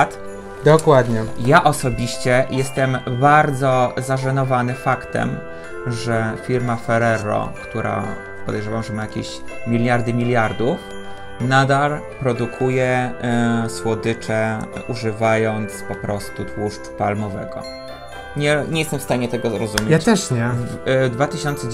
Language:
Polish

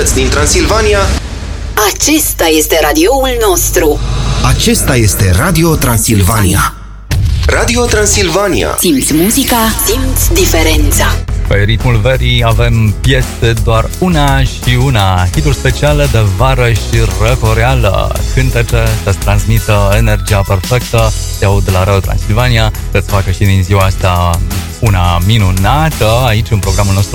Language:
Romanian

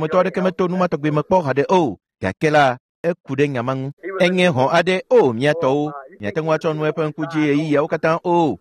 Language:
Ewe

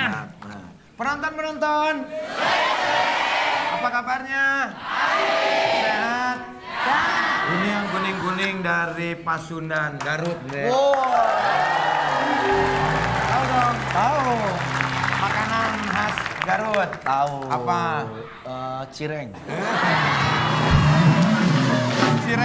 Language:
Indonesian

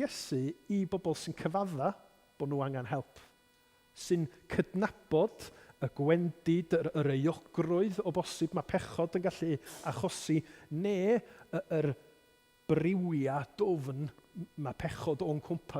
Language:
Welsh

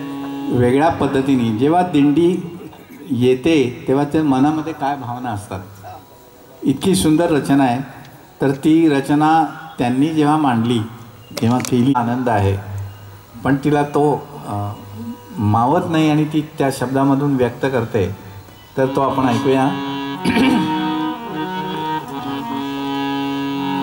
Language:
Marathi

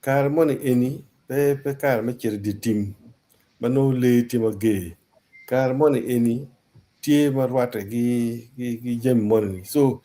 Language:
Acoli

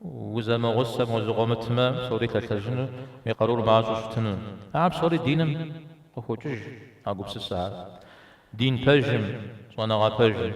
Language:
Kabardian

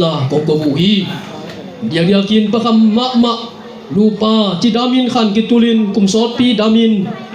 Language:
Tedim Chin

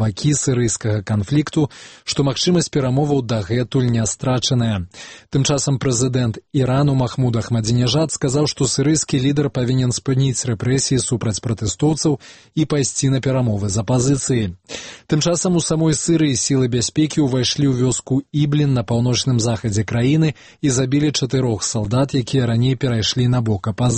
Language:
Belarusian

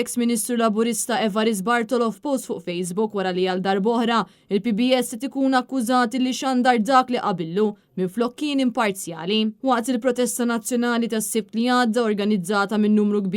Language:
Maltese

